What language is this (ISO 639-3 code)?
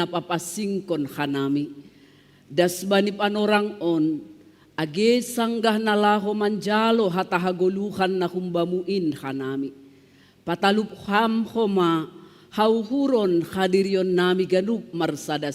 bts